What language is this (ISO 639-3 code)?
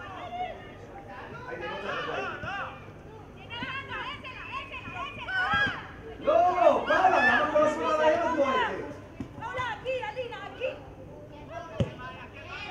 heb